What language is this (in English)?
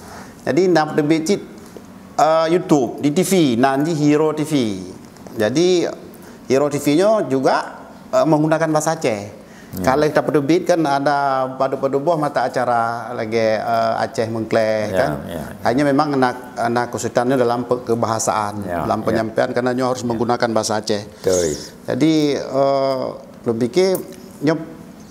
Achinese